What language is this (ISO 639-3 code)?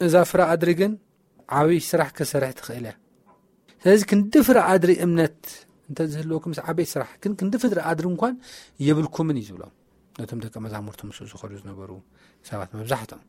tir